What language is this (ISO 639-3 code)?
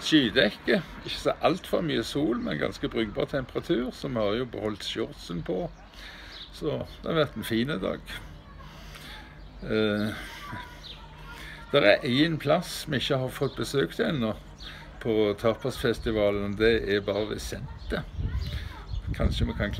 nor